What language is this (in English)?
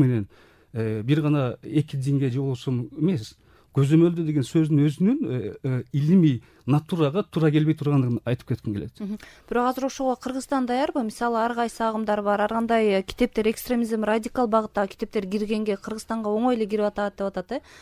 Kyrgyz